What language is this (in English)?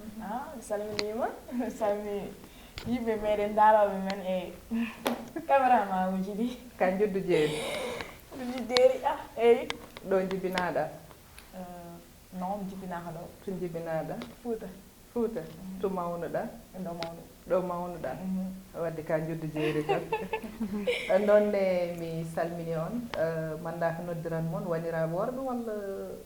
Fula